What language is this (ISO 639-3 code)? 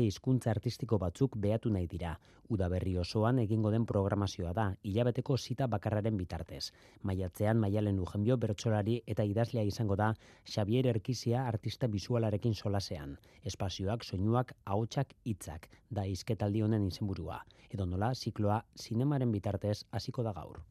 eus